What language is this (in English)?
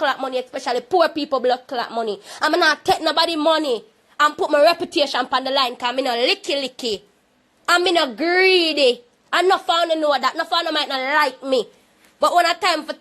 Jamaican Creole English